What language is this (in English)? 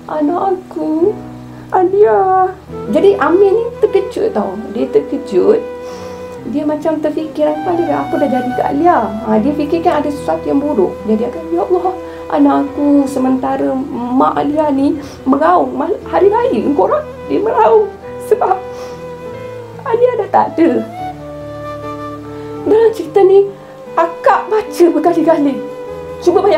Malay